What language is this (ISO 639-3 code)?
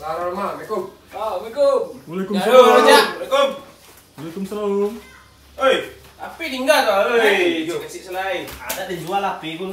min